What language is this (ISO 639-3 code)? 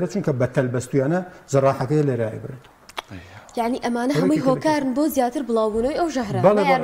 ckb